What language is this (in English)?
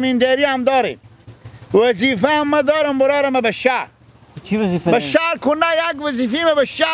Hazaragi